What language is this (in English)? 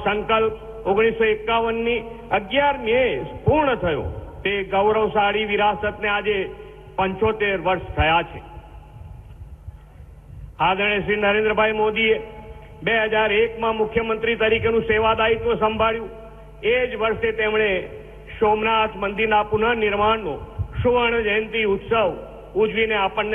Gujarati